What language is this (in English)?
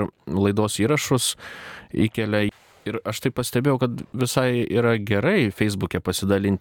Lithuanian